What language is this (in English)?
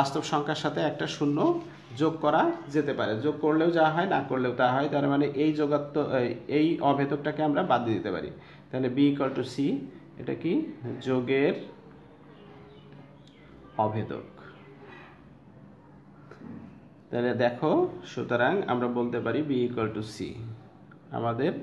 Bangla